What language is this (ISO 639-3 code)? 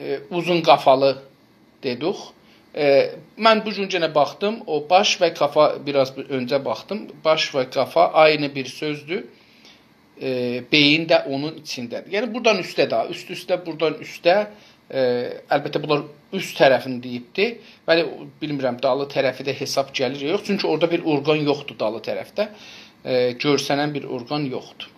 azb